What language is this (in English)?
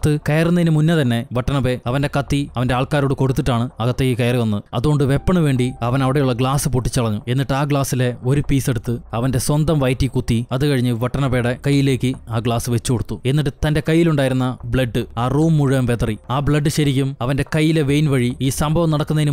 Malayalam